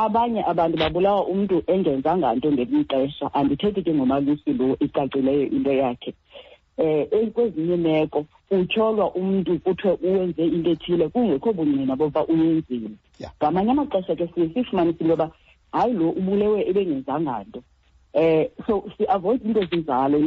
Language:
Xhosa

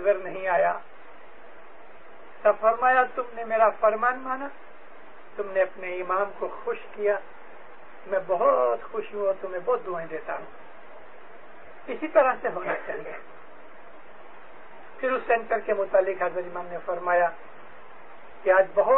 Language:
Urdu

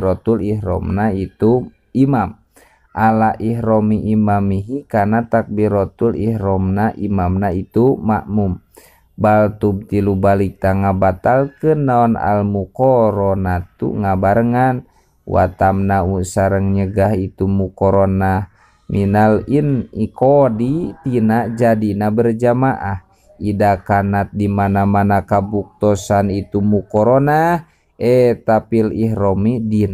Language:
Sundanese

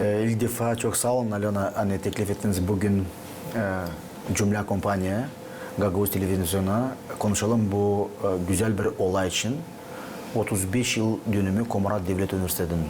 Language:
Gagauz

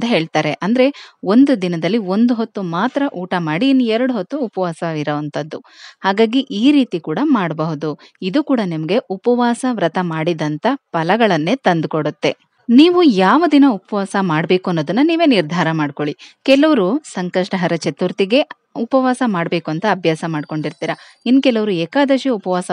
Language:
Kannada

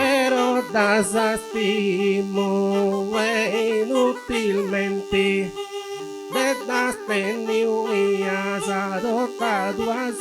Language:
Sardinian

